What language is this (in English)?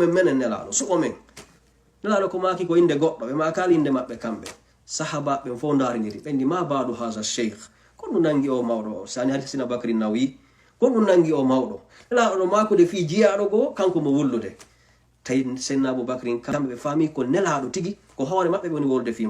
Fula